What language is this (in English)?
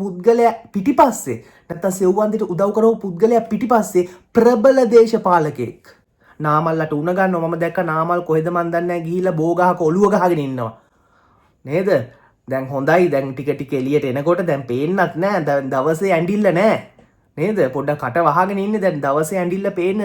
Sinhala